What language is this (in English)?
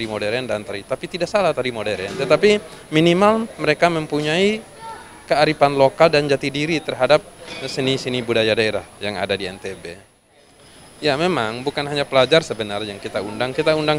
Indonesian